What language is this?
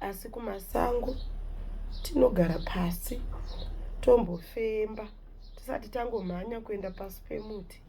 Shona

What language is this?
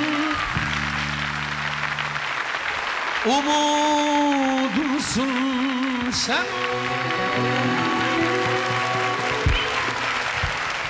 Turkish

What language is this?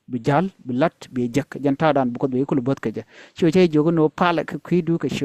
Nuer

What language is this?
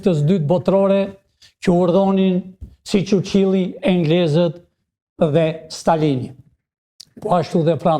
Albanian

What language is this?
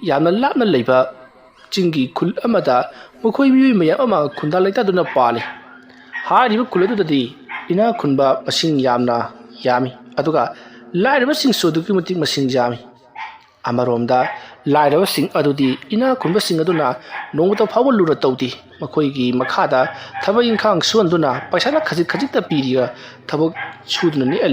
Manipuri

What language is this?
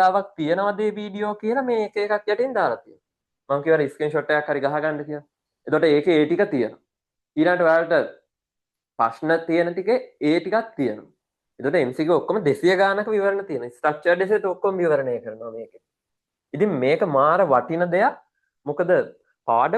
Sinhala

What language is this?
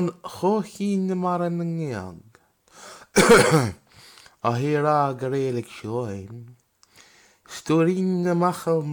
Irish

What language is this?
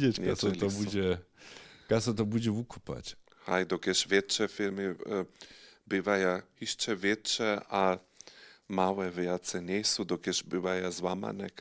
Upper Sorbian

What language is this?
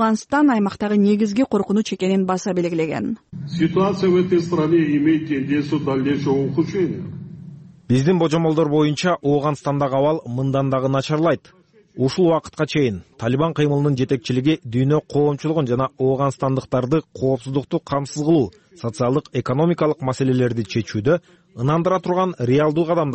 Kyrgyz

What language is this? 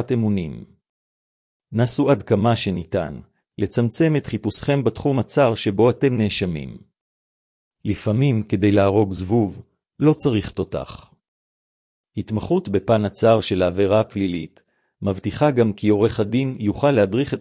Hebrew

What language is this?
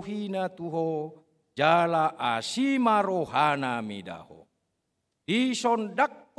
Batak Toba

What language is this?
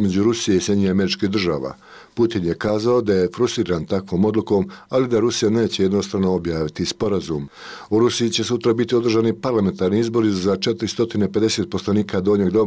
Bosnian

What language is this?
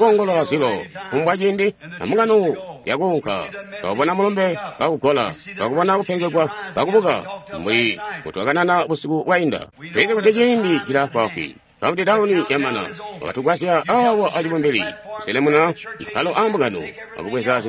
Tonga (Zambia)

